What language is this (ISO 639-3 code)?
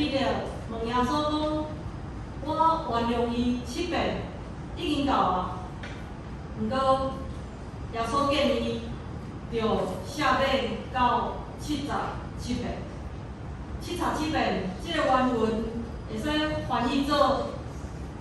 nan